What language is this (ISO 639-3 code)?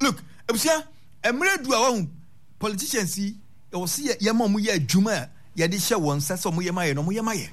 aka